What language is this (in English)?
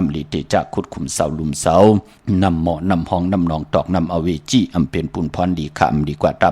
Shan